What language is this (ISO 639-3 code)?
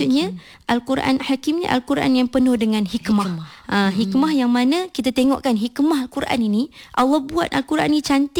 msa